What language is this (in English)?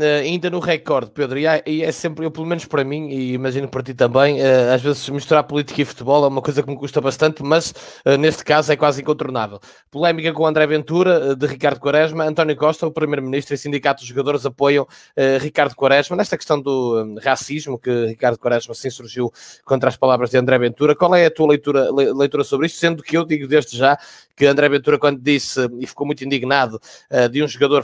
Portuguese